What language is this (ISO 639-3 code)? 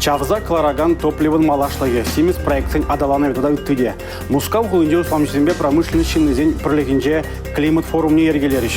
chv